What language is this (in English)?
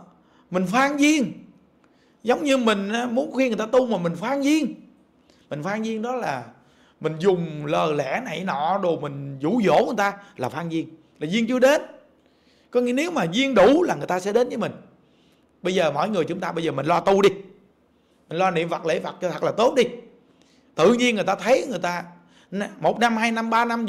Vietnamese